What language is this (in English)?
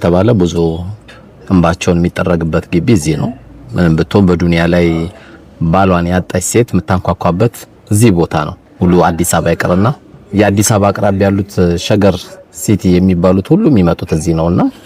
Amharic